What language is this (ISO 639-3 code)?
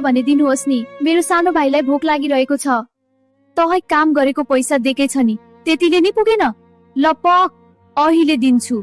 nep